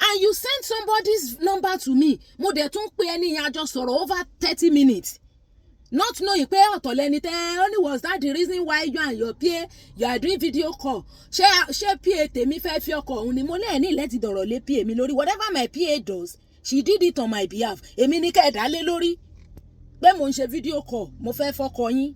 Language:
Yoruba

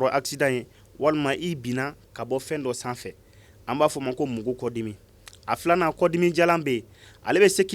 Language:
Bambara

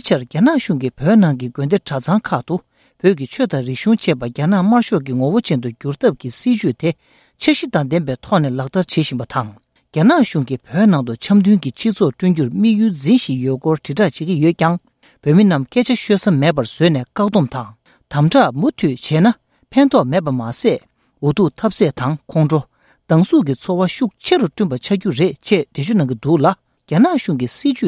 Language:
Tibetan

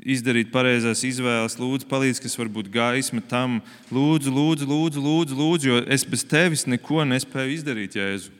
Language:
Latvian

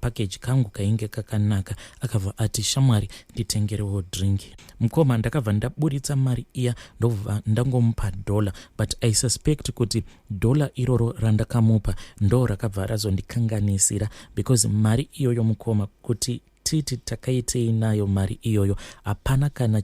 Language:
Shona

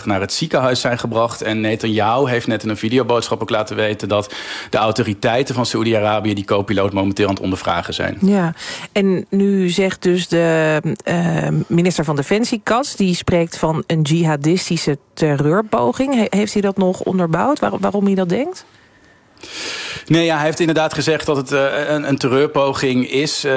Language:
Dutch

